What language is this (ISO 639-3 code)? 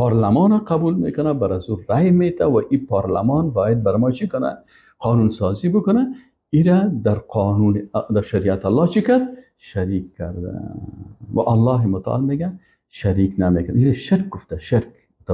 fas